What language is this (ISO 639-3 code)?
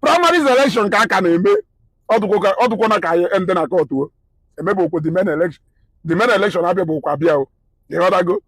ibo